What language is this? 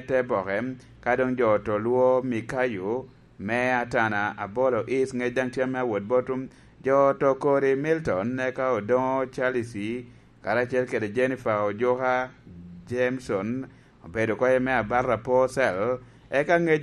Lango (Uganda)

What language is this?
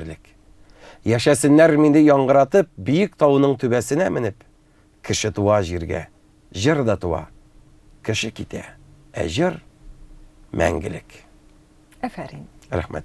Tatar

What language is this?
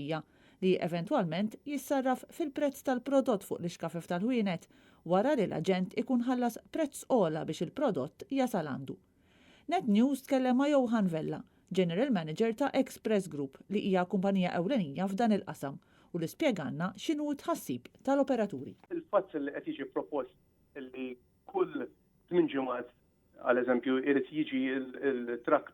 Maltese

